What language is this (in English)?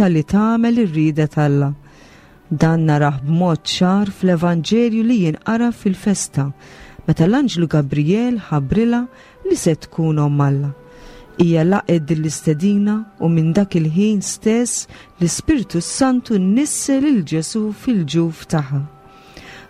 Maltese